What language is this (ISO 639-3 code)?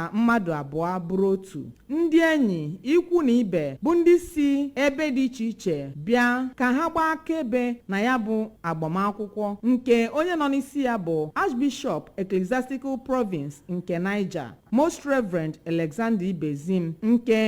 ibo